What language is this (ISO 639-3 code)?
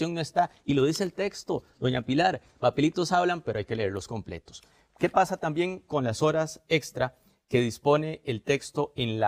spa